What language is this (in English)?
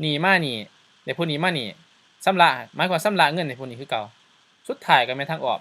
Lao